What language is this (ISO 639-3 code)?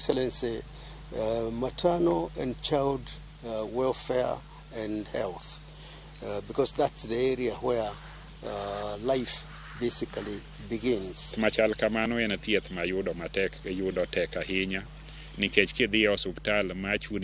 luo